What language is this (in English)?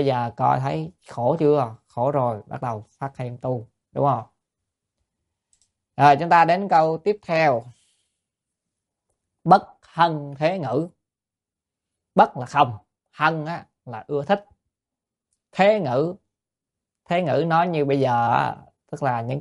Vietnamese